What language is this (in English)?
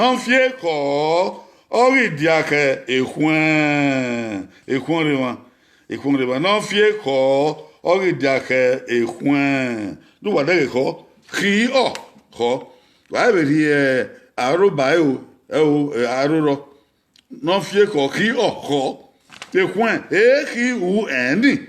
Bini